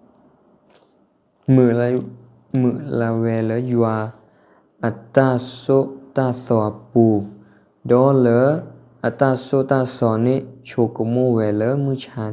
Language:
S'gaw Karen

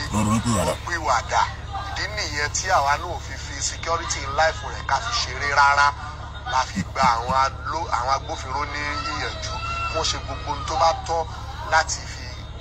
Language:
Yoruba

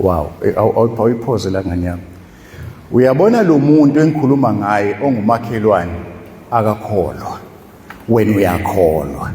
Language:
Zulu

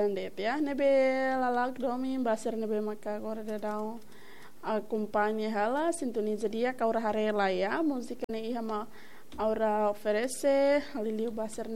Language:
Tetum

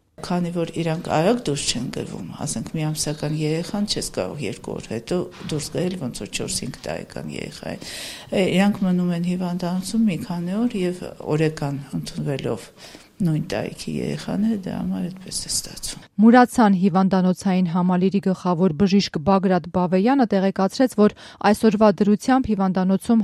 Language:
Armenian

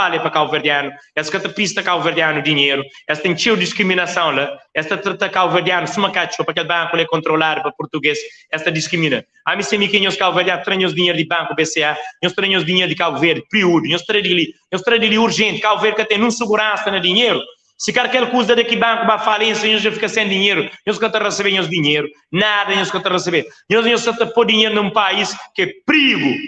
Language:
Kabuverdianu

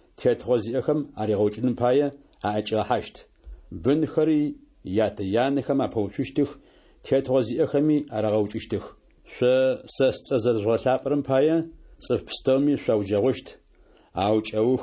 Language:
Adyghe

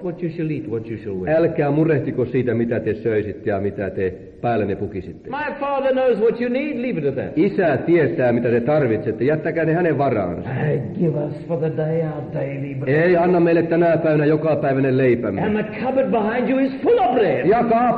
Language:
Finnish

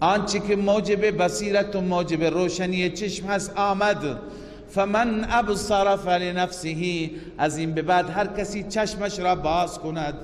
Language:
Persian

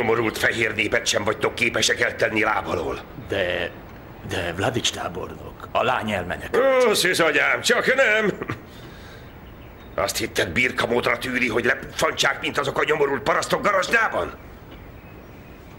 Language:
Hungarian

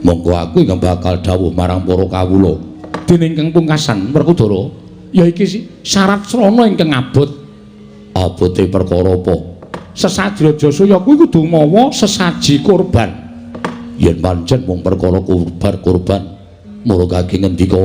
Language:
Javanese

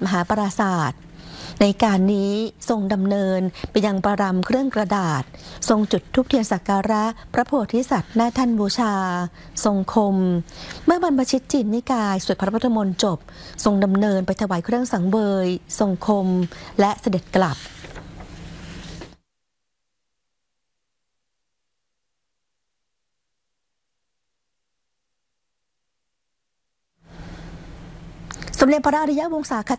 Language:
Thai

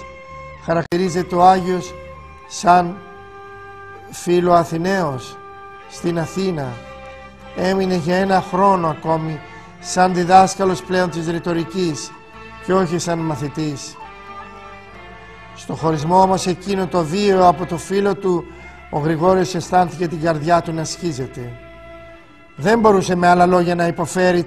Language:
Greek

